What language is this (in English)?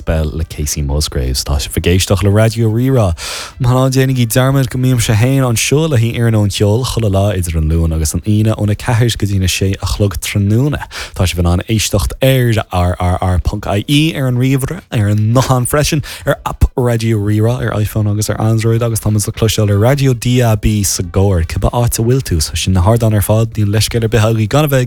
Irish